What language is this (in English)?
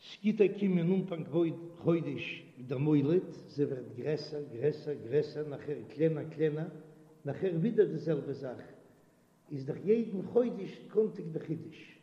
Yiddish